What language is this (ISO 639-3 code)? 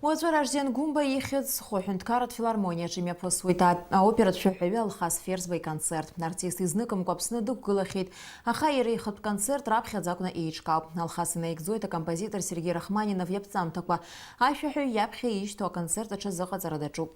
abk